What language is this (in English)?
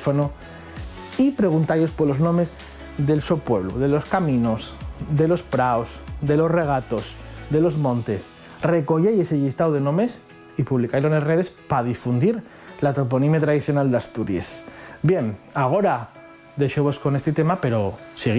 Asturian